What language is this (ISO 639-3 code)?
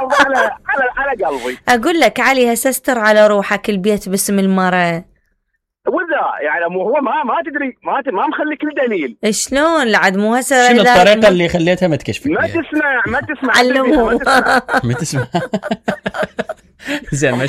acm